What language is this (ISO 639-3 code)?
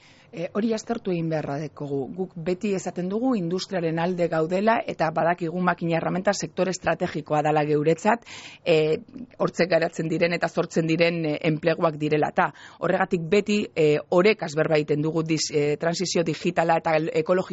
eus